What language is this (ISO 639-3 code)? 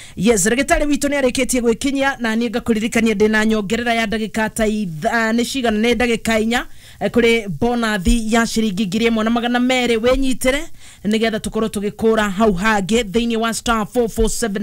kik